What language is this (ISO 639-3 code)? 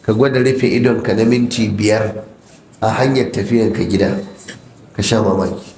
hau